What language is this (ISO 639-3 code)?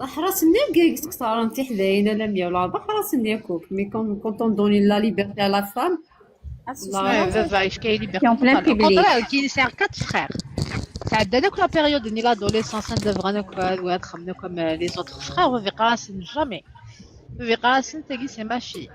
kab